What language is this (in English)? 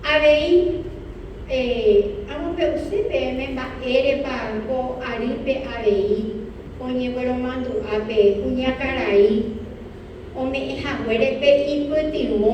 Guarani